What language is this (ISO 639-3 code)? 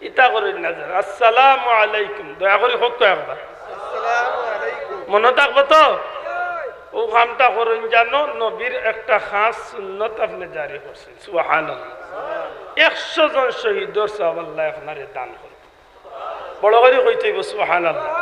syl